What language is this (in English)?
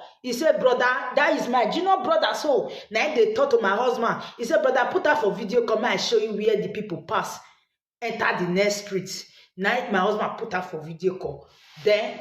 Nigerian Pidgin